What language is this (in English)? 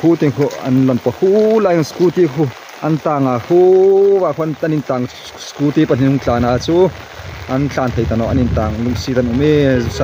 Hmar